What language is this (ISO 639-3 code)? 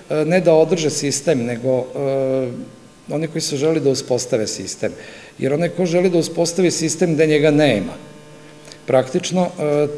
srp